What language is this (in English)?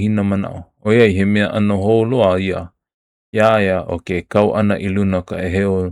Hawaiian